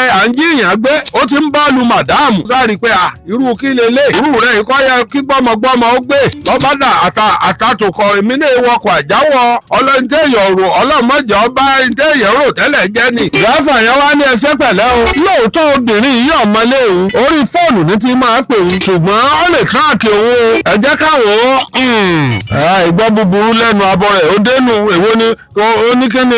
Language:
Yoruba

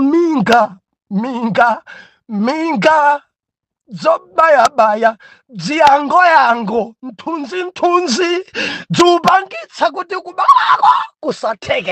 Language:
Nyanja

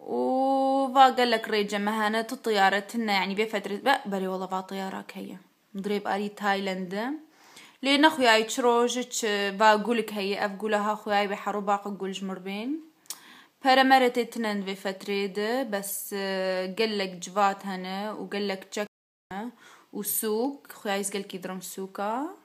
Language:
Kurdish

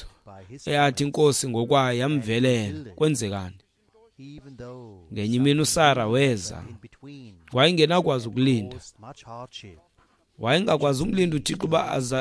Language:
Xhosa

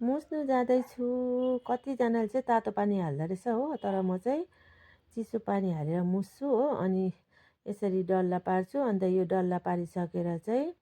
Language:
Nepali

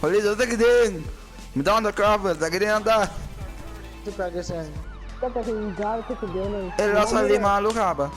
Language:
Papiamento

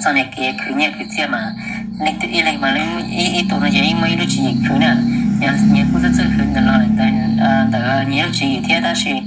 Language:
Hmong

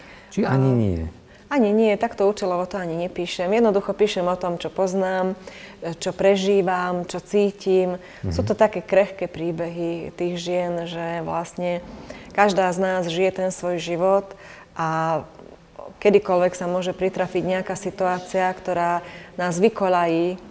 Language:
Slovak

